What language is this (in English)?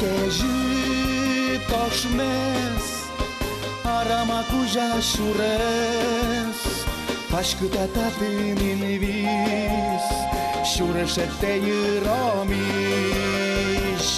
Udmurt